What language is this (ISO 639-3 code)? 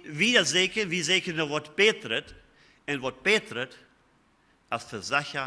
pdt